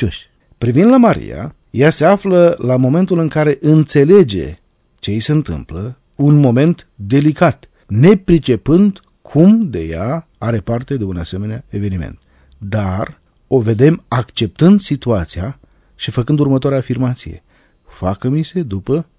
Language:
Romanian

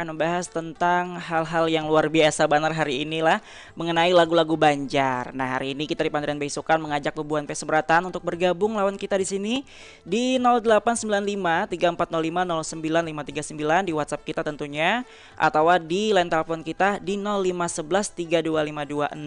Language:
Banjar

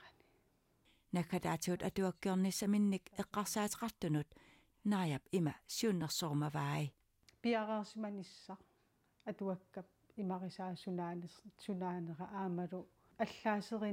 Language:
Kalaallisut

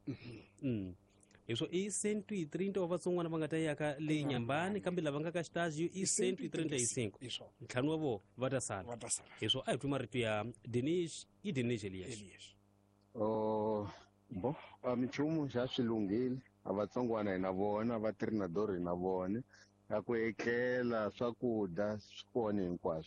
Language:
Tsonga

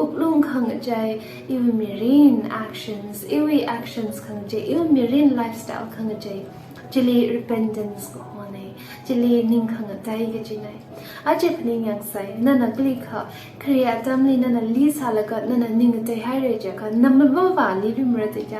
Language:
Tangkhul Naga (India)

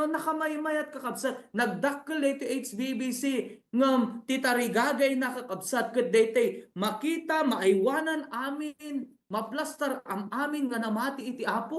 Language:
Iloko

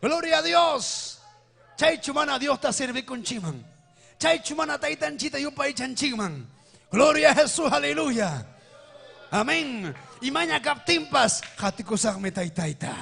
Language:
Ayacucho Quechua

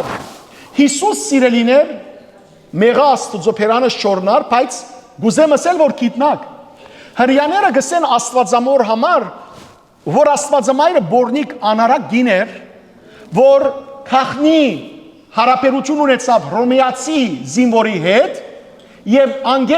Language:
Western Armenian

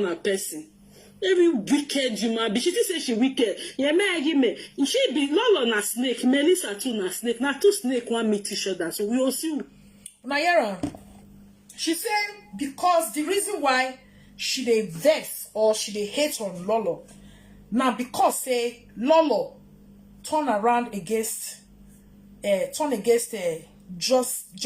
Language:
Nigerian Pidgin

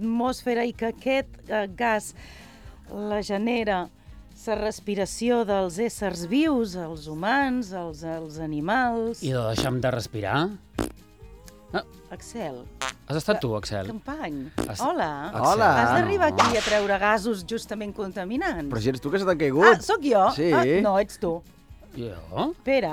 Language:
Catalan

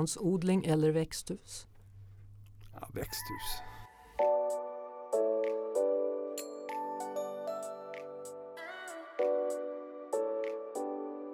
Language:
Swedish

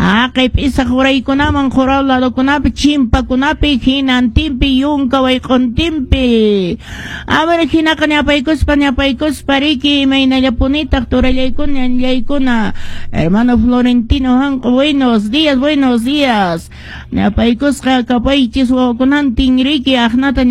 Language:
Quechua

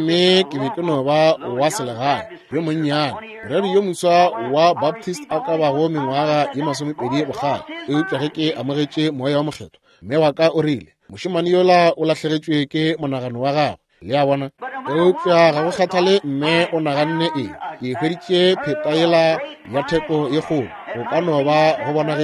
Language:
Northern Sotho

